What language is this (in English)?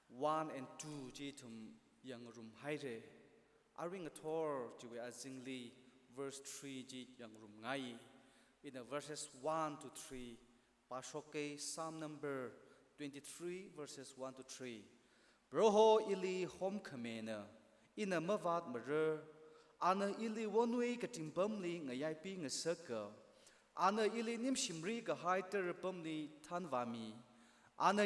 Tangkhul Naga (India)